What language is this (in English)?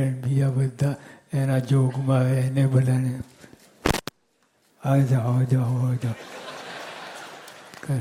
Gujarati